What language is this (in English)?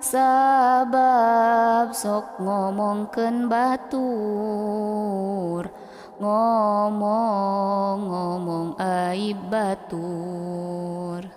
Sundanese